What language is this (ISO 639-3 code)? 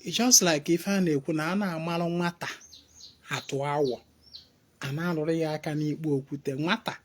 ibo